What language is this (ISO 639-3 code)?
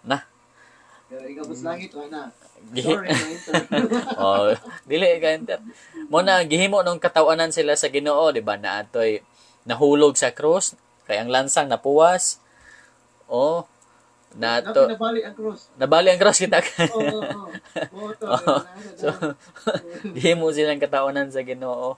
ceb